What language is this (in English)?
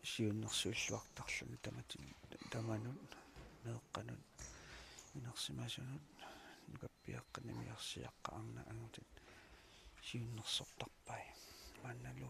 Kalaallisut